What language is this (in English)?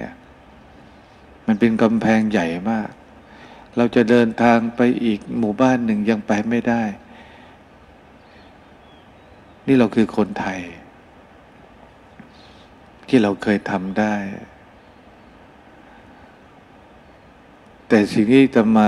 Thai